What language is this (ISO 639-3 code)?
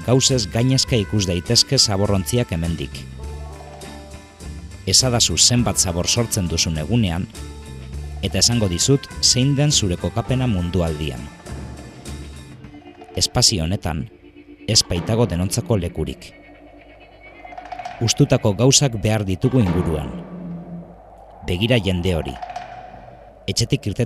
eus